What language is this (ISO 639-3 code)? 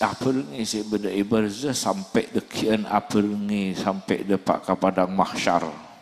mad